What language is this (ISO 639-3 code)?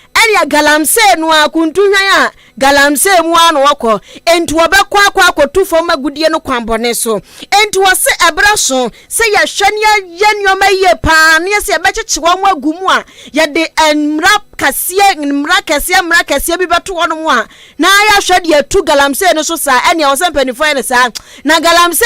aka